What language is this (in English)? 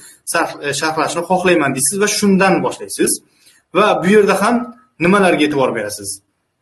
Uzbek